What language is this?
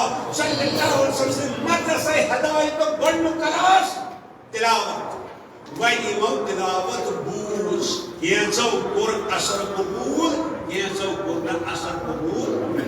Kashmiri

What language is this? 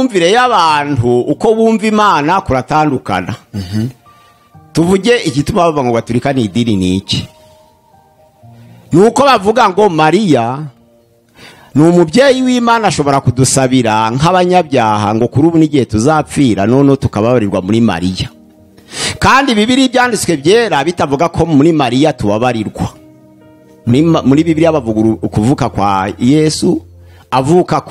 Kinyarwanda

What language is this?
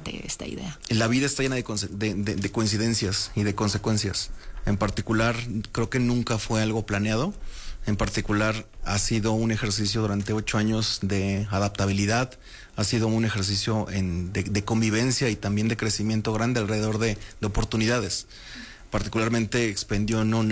Spanish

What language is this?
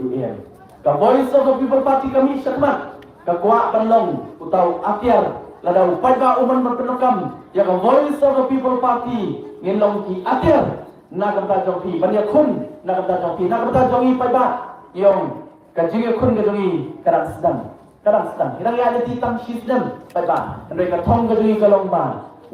Khasi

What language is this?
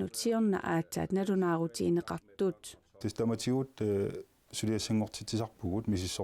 Kalaallisut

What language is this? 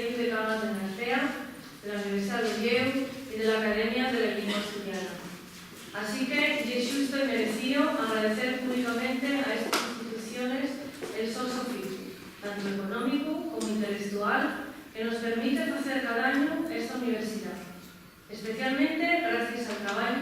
Asturian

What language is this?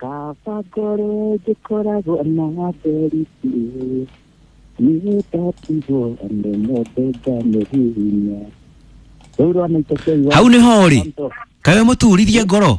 Kikuyu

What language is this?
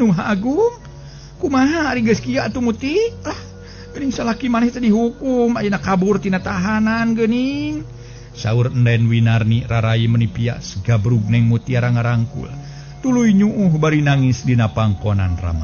Sundanese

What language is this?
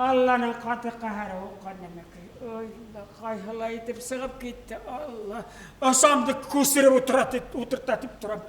Bashkir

